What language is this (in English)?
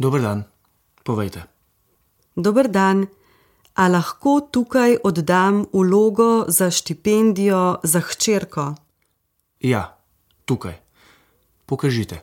Slovenian